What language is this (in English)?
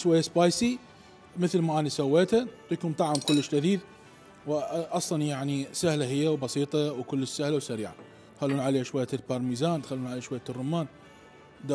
Mesopotamian Arabic